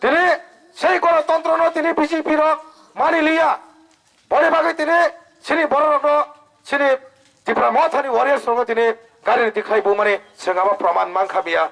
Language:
Kok Borok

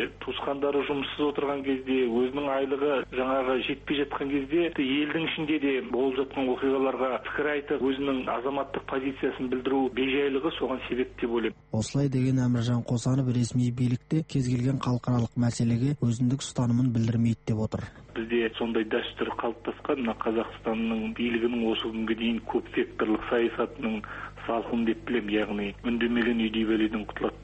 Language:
Kazakh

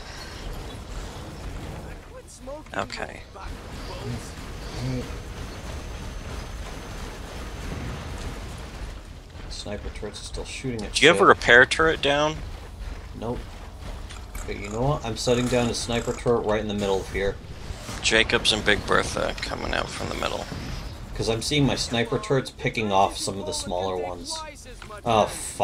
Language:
English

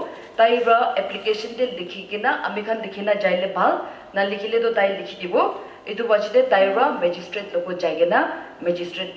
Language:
Naga Pidgin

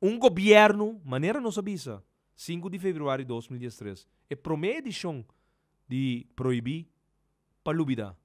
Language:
Papiamento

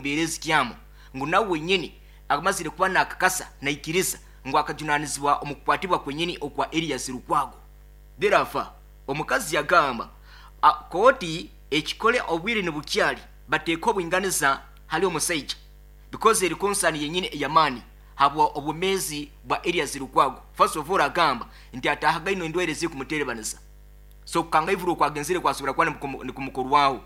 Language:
Nyankole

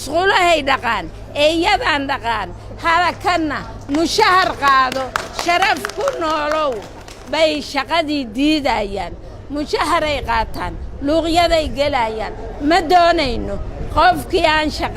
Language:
Somali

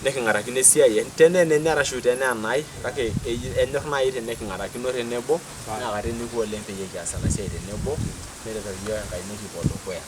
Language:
Masai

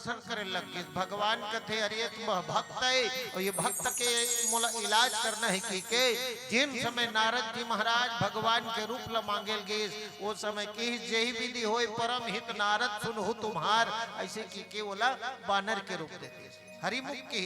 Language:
Chhattisgarhi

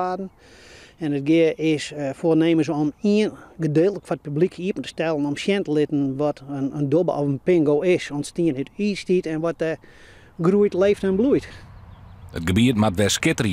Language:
Western Frisian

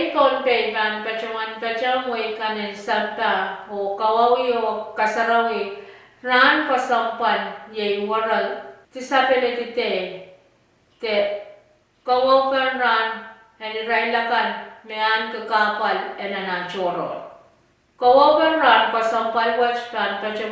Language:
Pohnpeian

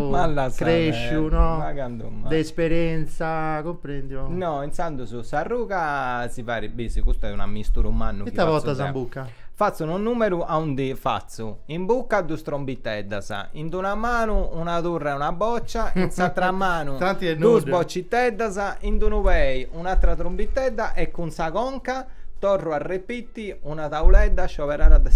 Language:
Sardinian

